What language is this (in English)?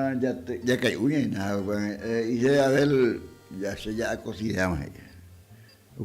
Guarani